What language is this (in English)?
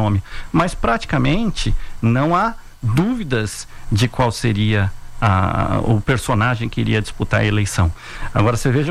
Portuguese